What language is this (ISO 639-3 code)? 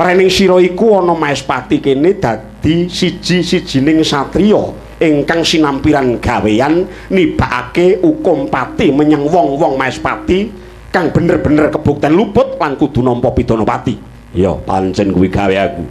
jav